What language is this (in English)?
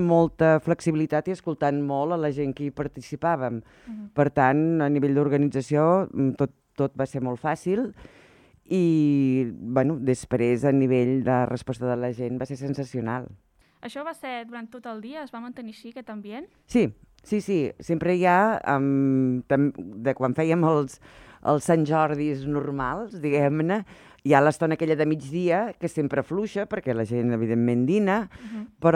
Catalan